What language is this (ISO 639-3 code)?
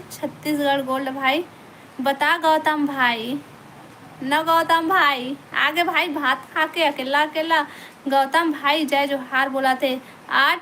hne